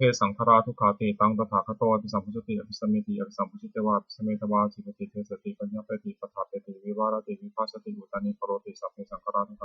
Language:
Pali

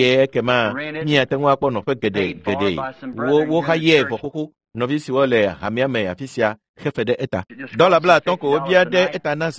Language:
Ewe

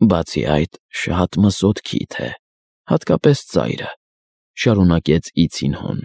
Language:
Armenian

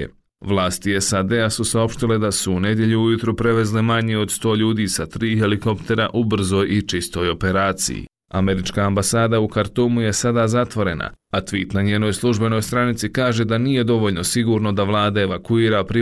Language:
Bosnian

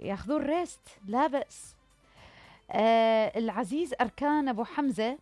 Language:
Mesopotamian Arabic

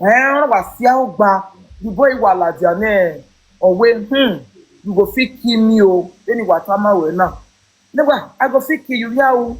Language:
Nigerian Pidgin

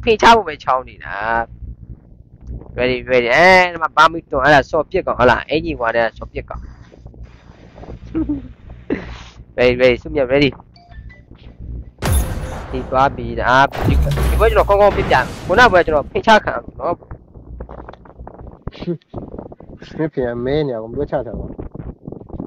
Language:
Burmese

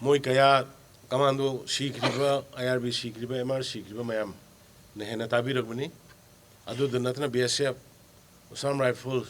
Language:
Manipuri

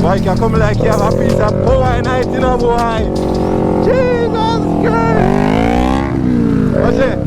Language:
Jamaican Creole English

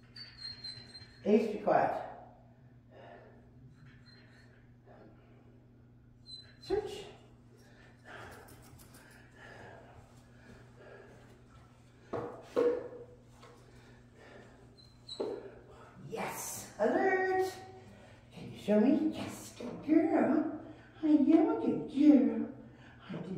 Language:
English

